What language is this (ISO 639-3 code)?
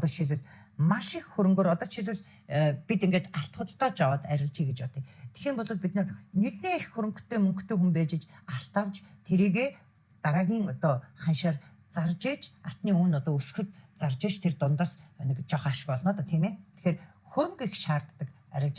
mon